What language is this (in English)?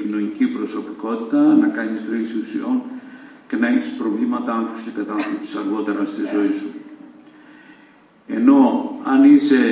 Greek